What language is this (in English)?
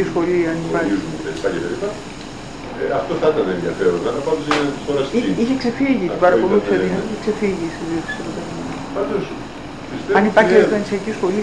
Greek